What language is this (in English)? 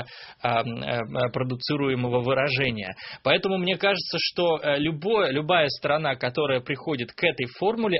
Russian